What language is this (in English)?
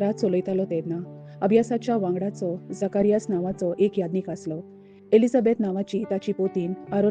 Konkani